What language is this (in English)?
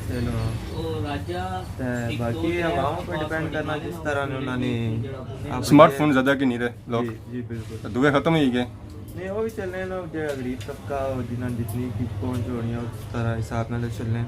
Pahari-Potwari